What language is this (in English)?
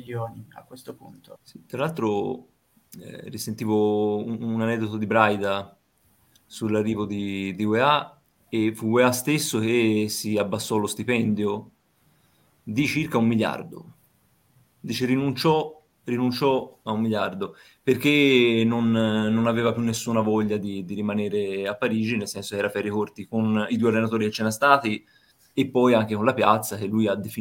Italian